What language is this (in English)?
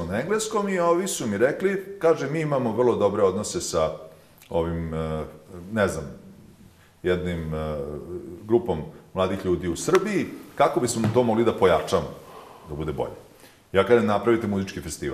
Bosnian